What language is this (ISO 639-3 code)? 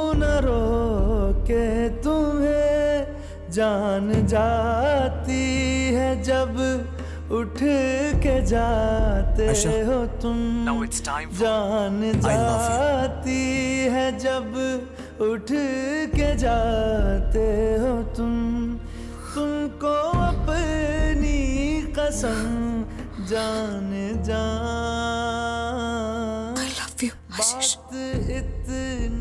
mal